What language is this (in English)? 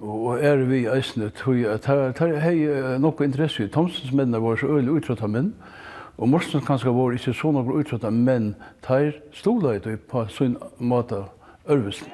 Faroese